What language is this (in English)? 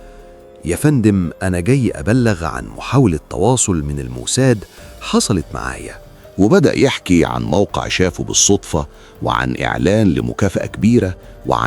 Egyptian Arabic